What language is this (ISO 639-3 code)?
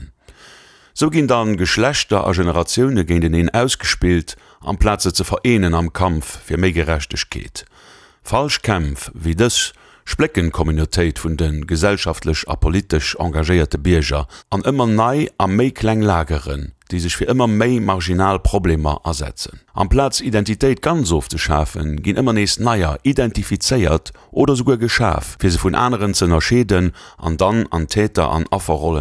ltz